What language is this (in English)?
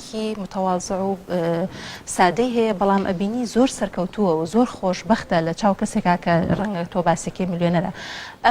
Central Kurdish